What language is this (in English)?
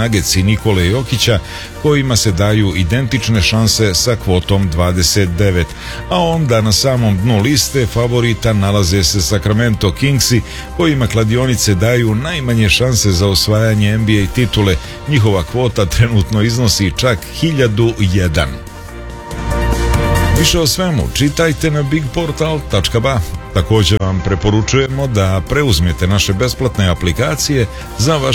Serbian